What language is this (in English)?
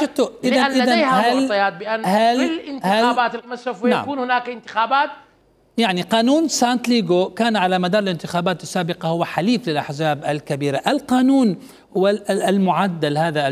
Mesopotamian Arabic